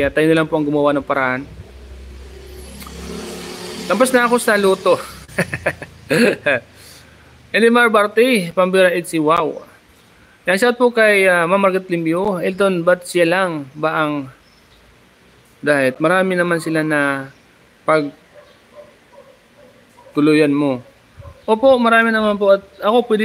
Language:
Filipino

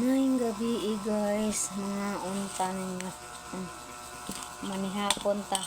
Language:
Cebuano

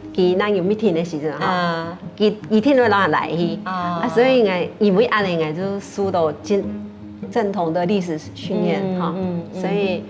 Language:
Hakka Chinese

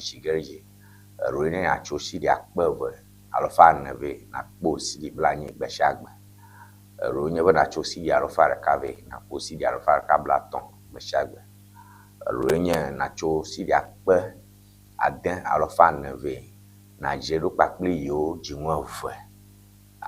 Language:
Ewe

